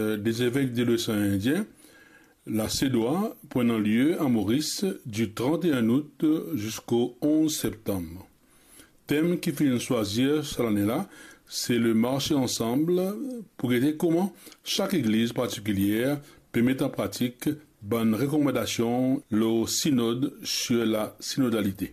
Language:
Morisyen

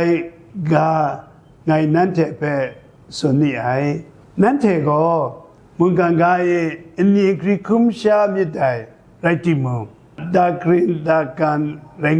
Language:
Kachin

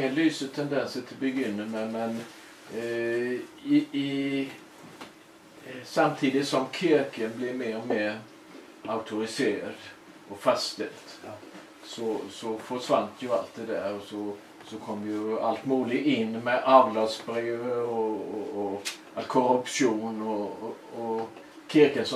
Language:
Swedish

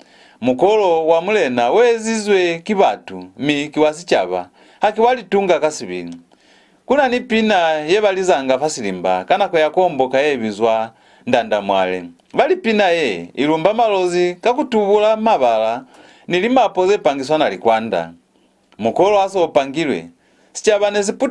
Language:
Lozi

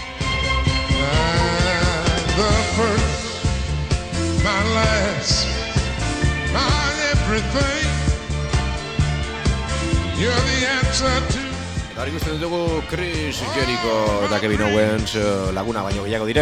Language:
Basque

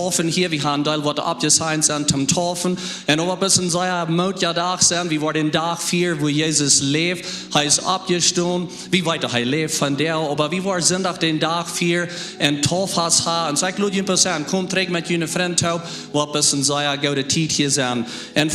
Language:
Plautdietsch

